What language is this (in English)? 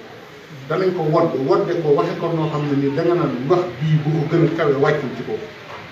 Wolof